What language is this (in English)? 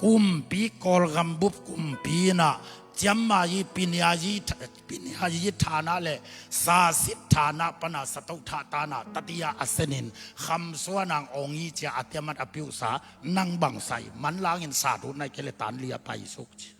Tedim Chin